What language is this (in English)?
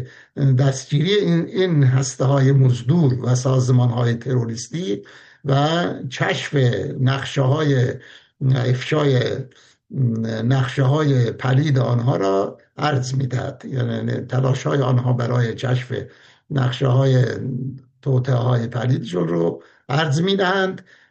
Persian